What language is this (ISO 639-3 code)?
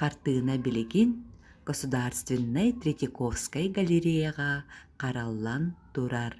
sah